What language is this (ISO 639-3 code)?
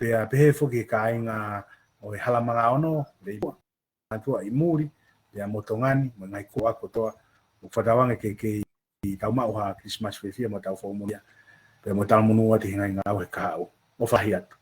ton